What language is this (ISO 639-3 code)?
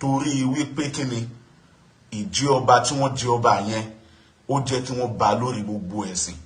yor